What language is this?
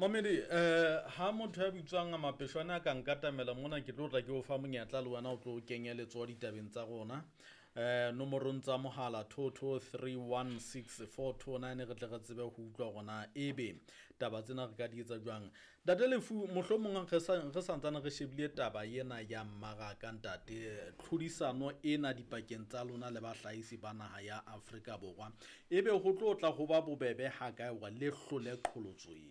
Southern Sotho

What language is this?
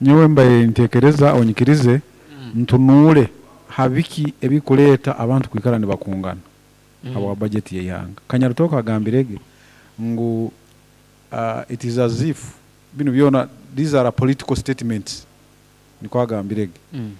Nyoro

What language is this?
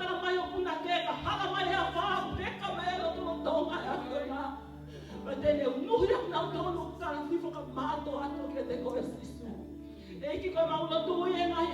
Tongan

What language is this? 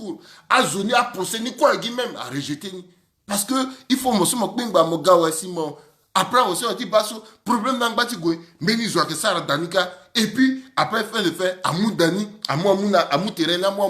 Sango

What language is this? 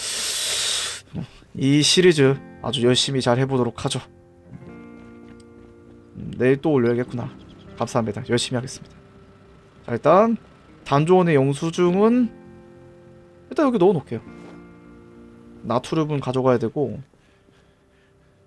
Korean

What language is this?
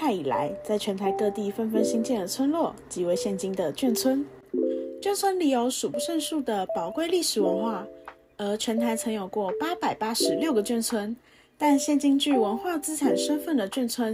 Chinese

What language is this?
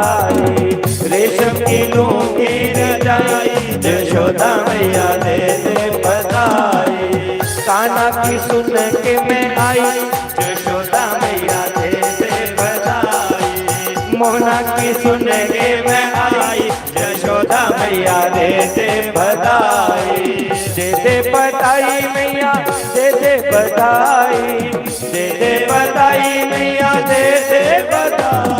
Dogri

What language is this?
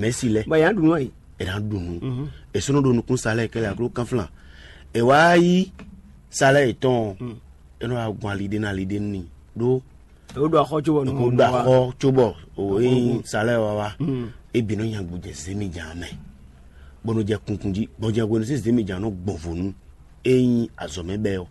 Fon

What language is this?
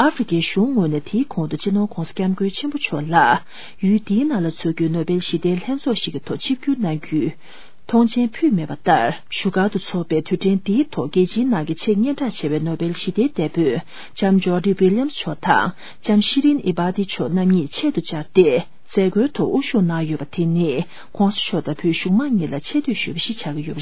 Tibetan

